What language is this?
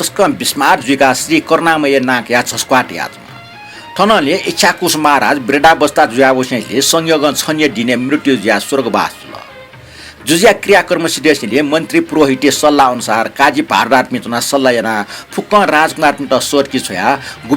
Newari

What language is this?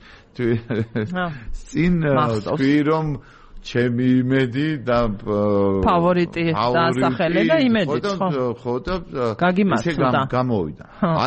Georgian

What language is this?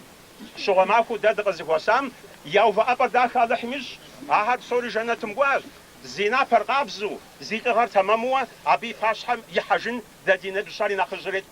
Kabardian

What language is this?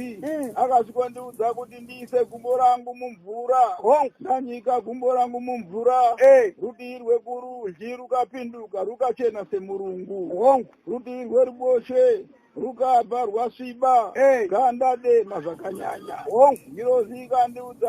Shona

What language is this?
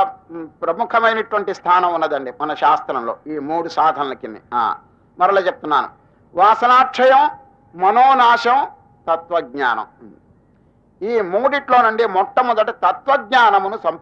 Telugu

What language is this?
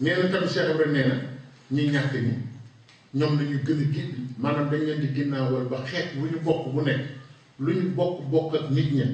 Wolof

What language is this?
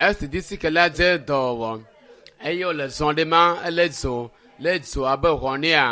Ewe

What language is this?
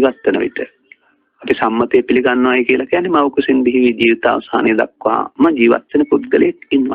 Sinhala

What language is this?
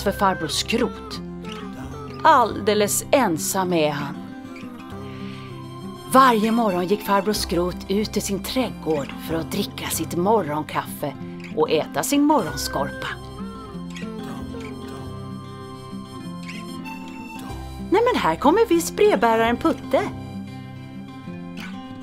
Swedish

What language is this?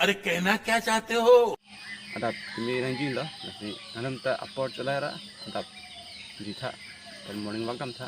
Karbi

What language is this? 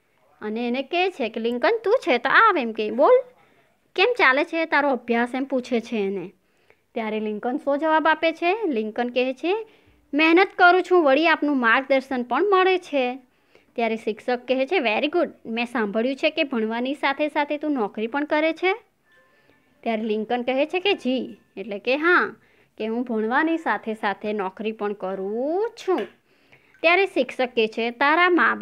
Gujarati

